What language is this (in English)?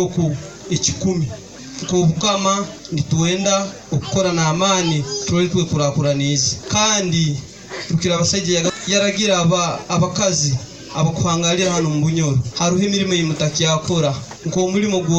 Nyoro